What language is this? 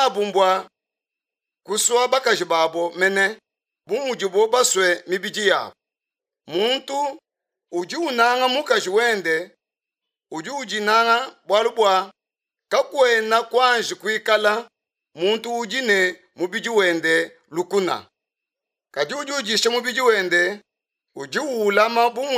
Luba-Lulua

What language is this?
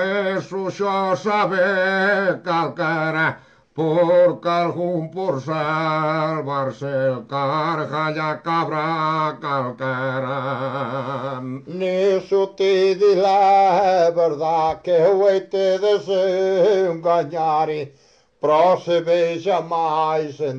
Galician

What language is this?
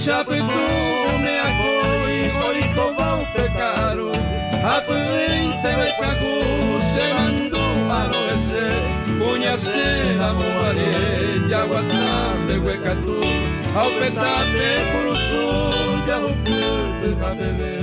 Guarani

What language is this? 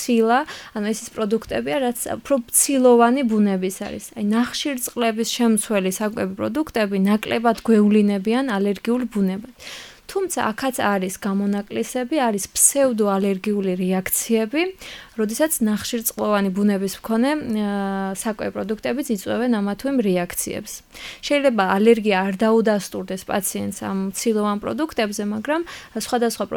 Georgian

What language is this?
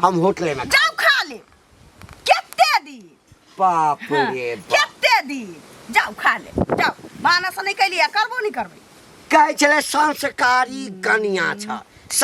Maithili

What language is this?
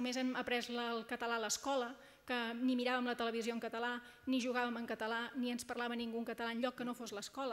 Catalan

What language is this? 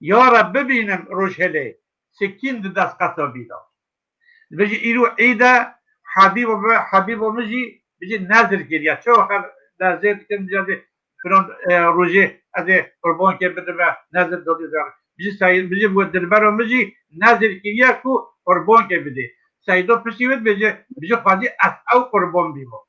Kurdish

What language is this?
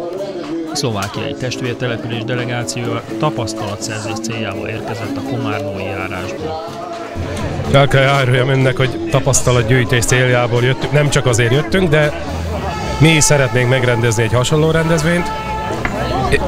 Hungarian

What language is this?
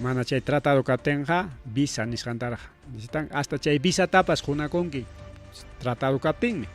Ayacucho Quechua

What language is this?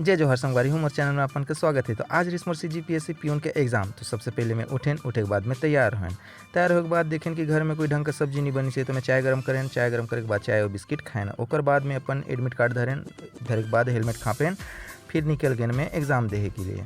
Chhattisgarhi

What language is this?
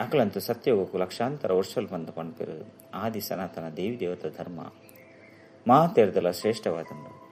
Tulu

